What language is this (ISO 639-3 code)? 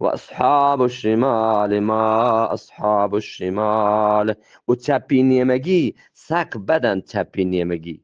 bgp